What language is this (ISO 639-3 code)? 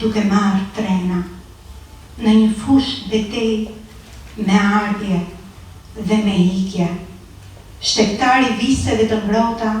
sqi